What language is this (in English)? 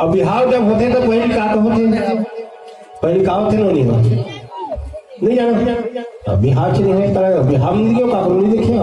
Chhattisgarhi